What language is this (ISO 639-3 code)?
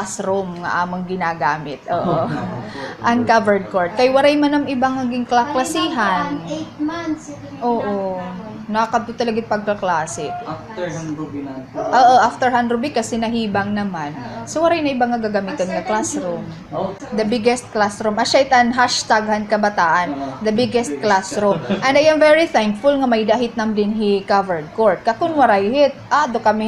war